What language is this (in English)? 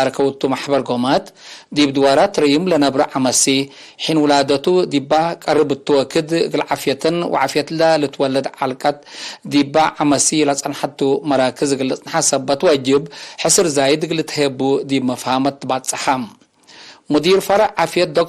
Tigre